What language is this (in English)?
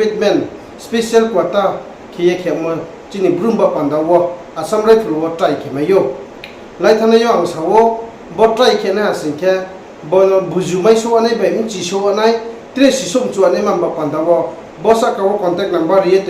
Riang (India)